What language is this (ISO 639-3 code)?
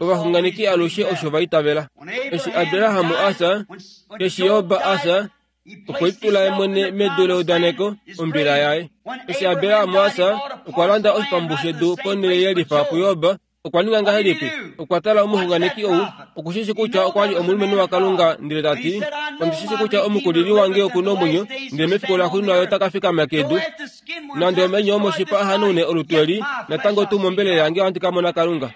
kua